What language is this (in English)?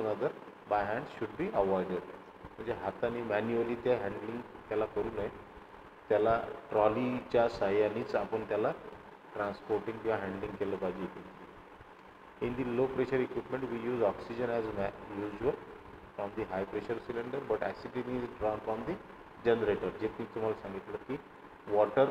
Marathi